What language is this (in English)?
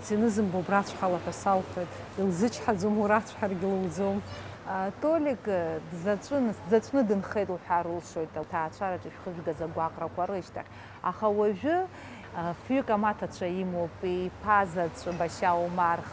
Abkhazian